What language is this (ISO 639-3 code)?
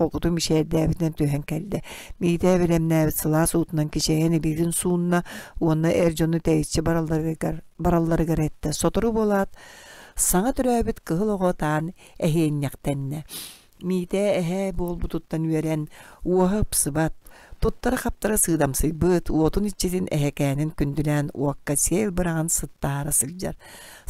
sah